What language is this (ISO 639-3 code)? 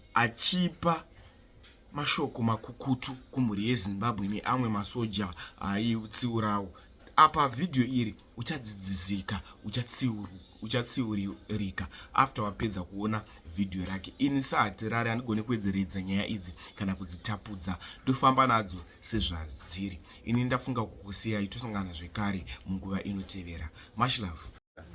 sna